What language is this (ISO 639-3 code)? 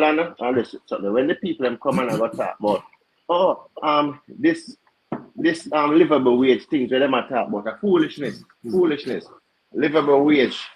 jam